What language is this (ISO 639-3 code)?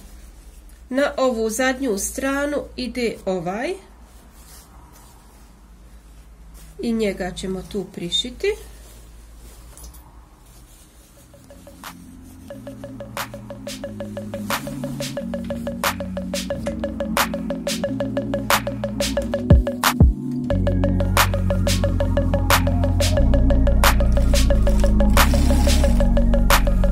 hrv